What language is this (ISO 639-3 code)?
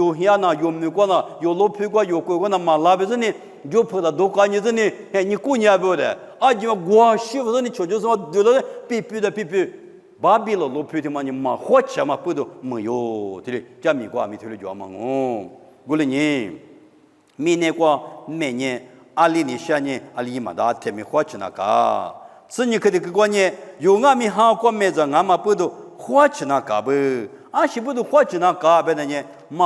lis